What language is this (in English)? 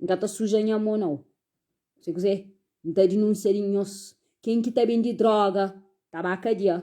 Kabuverdianu